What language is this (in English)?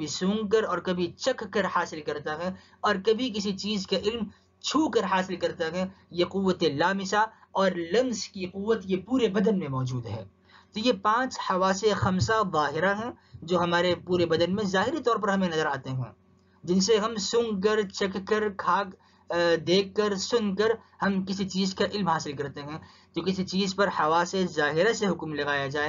Urdu